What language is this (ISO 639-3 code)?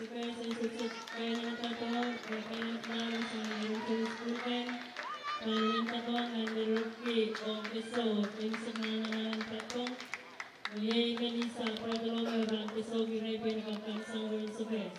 pon